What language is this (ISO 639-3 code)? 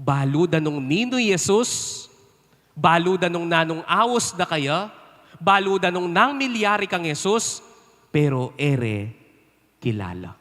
pam